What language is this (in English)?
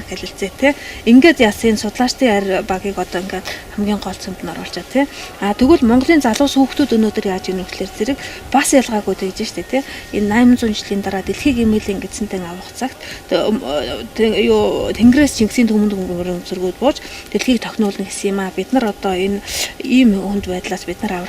Mongolian